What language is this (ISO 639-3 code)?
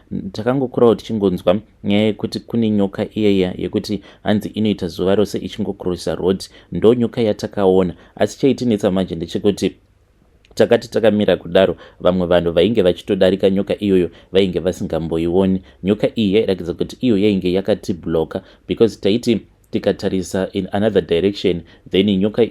sna